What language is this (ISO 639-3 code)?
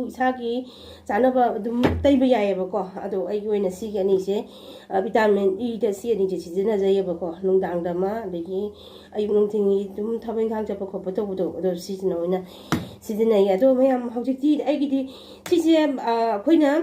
mni